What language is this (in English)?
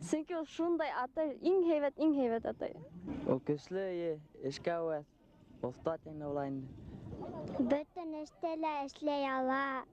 Bashkir